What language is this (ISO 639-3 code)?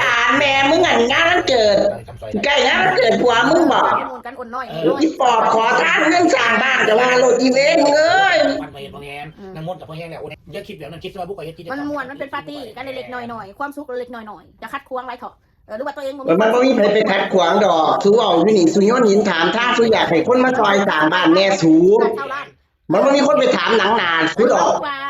tts